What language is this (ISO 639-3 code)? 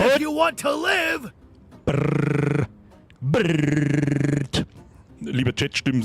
bar